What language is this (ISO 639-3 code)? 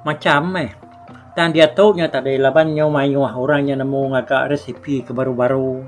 iba